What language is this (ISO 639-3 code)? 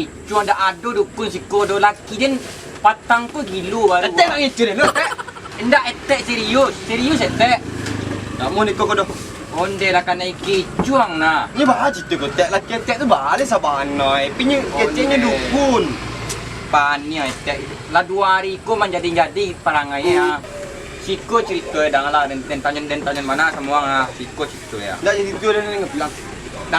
min